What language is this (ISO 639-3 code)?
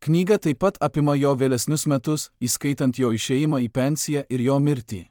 lit